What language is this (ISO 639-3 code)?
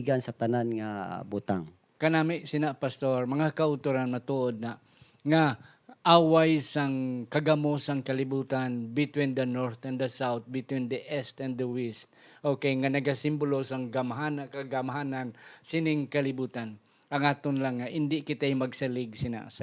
hil